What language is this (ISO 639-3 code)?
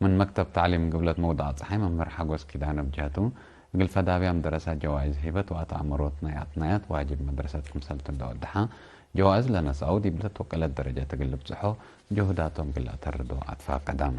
tig